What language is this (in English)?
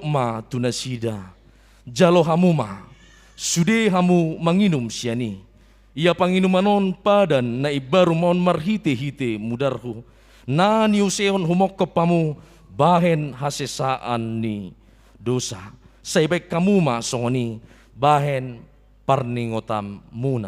Batak Toba